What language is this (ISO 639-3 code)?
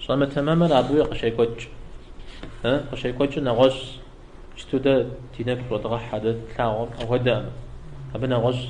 kbd